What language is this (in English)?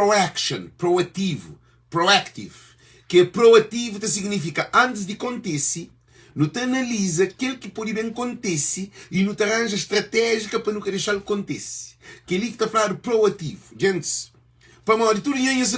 Kabuverdianu